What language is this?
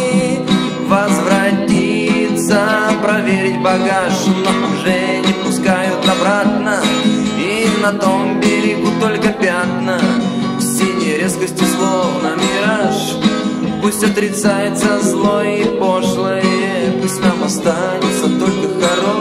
Russian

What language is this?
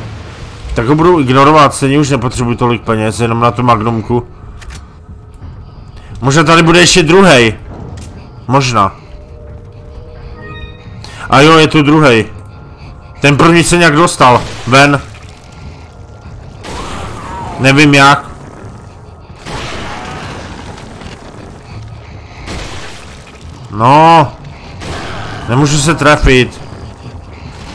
Czech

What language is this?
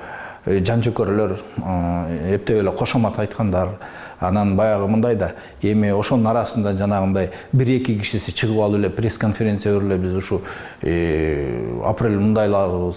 Kyrgyz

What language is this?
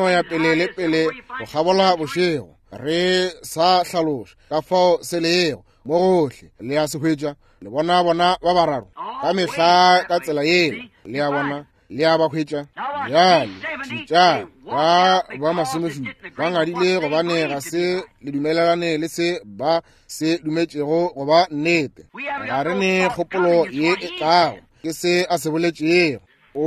Northern Sotho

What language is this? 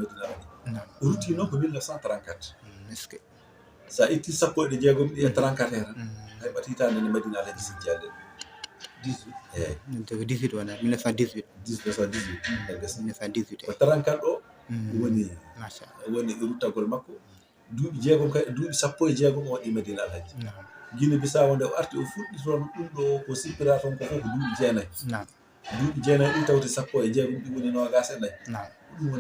Fula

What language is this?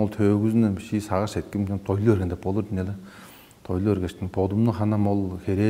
Tuvinian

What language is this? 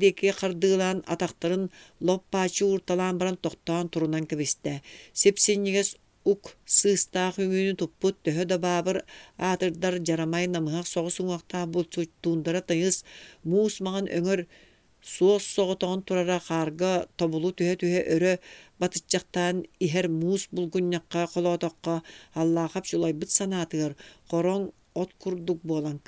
Yakut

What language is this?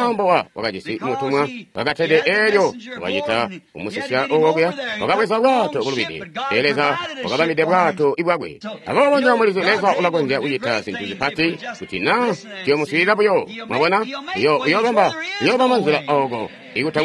Tonga (Zambia)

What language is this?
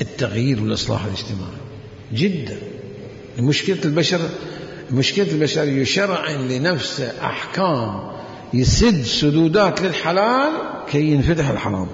Mesopotamian Arabic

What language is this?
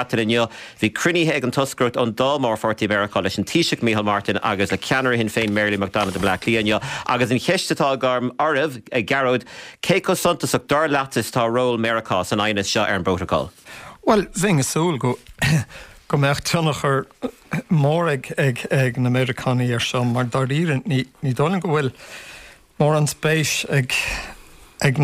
Irish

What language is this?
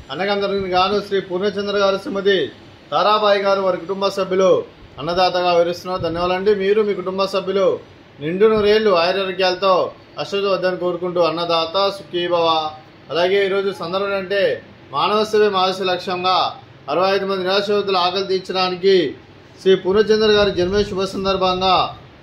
Telugu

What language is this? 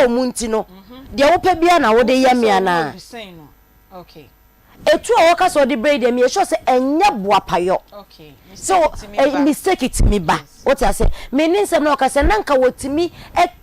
Akan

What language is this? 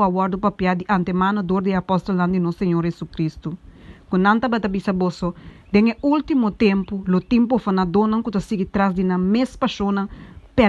Papiamento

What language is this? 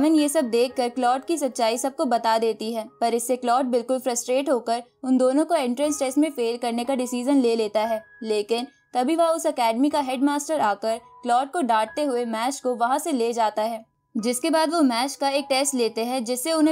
Hindi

